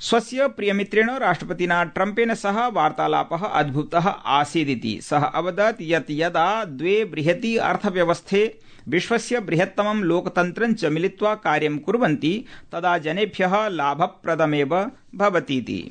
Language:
Sanskrit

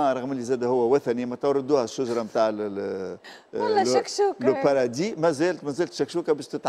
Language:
Tunisian Arabic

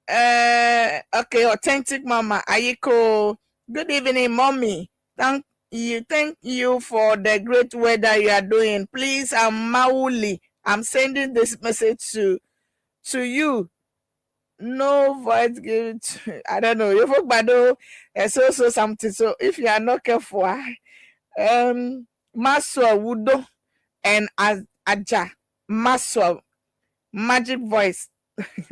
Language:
Ewe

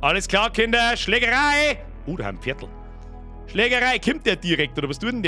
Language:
Bavarian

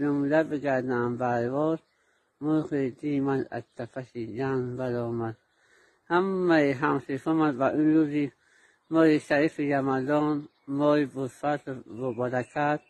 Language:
Tajik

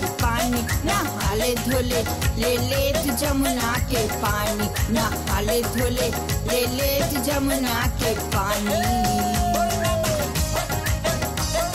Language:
Bhojpuri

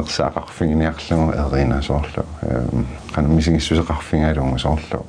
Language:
Kalaallisut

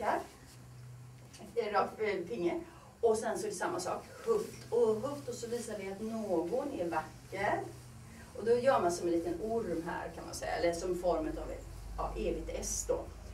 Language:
Swedish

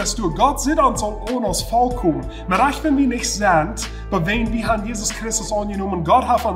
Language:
Plautdietsch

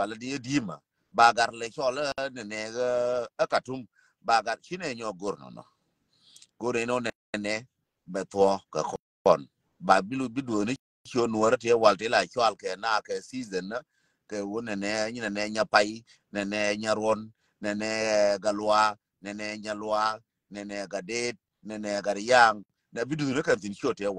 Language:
Nuer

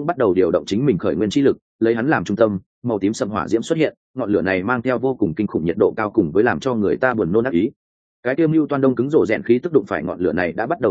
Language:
Vietnamese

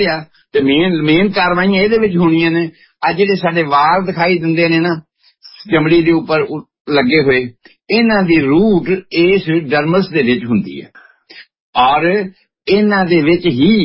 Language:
Punjabi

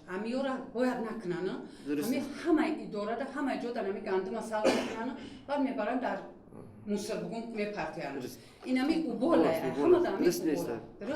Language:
Tajik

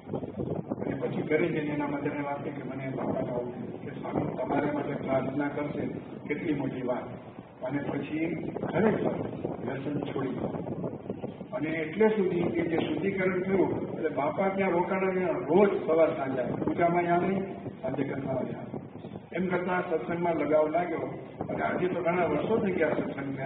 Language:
Gujarati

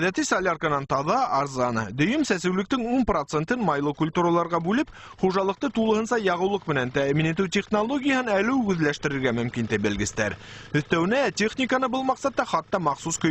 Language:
Bashkir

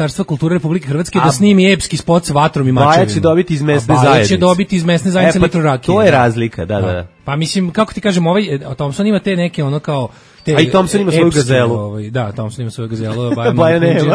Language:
Serbian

